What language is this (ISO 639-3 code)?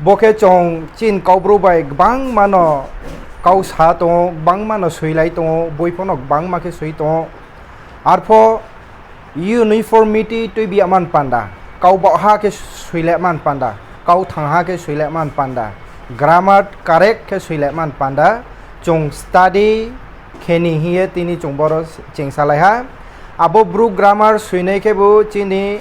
ria